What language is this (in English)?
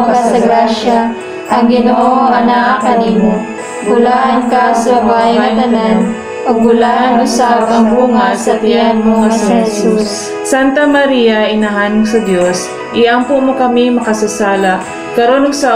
Cebuano